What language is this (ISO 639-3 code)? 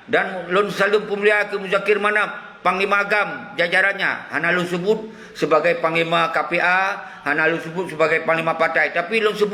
ace